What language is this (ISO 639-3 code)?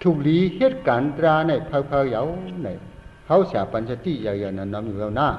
shn